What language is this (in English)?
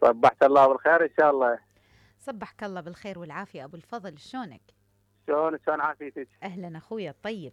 Mesopotamian Arabic